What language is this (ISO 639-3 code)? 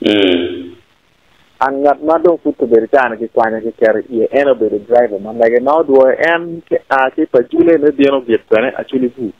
ach